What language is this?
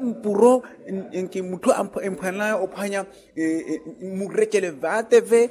Makhuwa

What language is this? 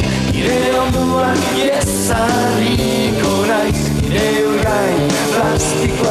Basque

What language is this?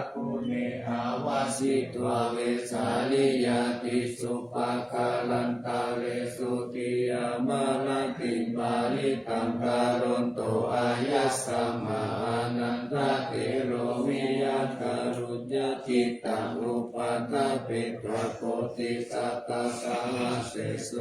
Pali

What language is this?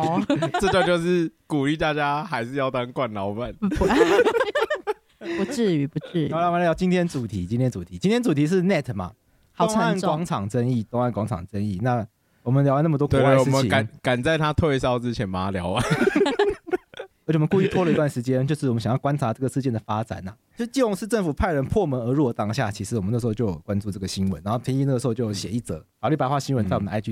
Chinese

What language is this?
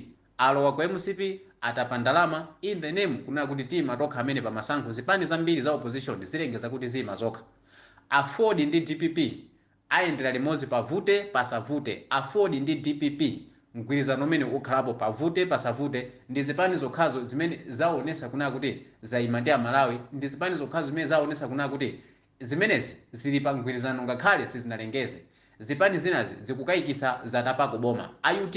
Nyanja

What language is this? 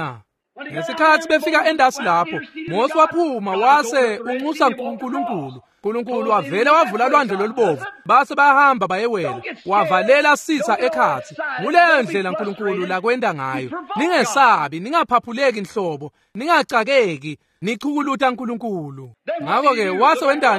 Swati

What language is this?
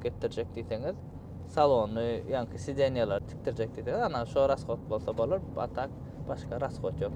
Turkmen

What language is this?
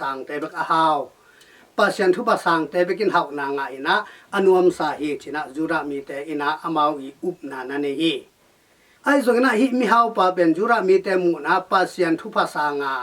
Tedim Chin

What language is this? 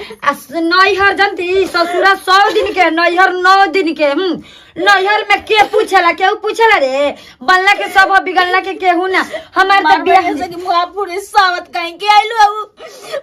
Bhojpuri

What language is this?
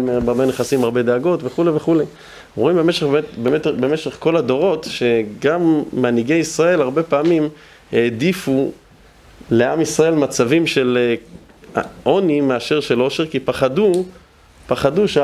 Hebrew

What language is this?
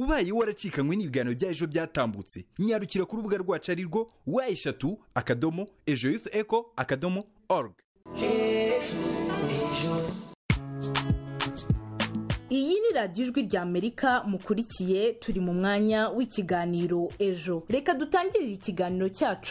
Kinyarwanda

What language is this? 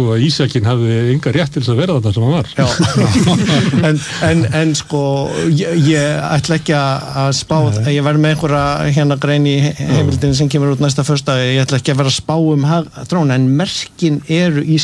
Icelandic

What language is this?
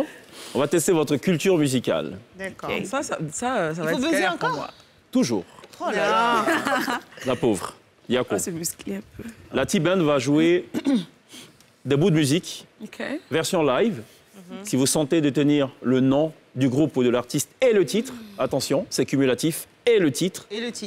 French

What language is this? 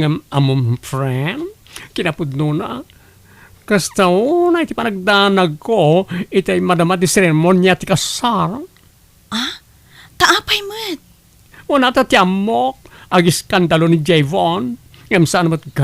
Iloko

